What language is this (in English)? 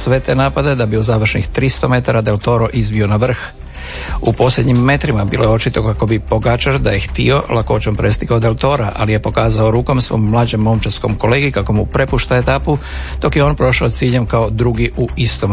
Croatian